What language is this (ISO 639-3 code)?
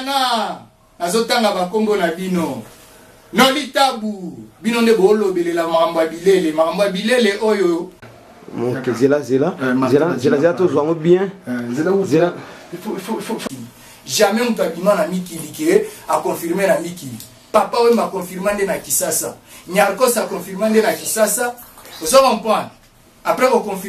lin